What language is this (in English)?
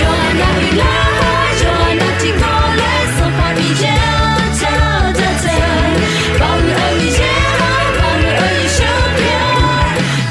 Akha